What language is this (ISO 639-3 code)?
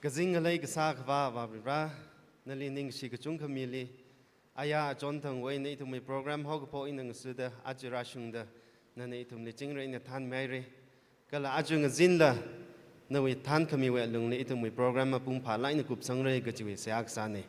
nmf